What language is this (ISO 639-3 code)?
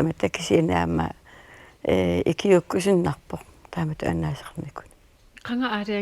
kal